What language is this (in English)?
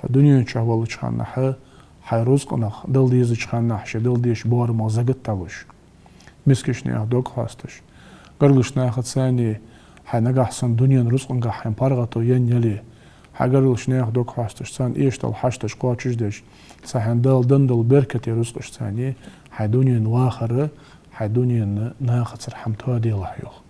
Ingush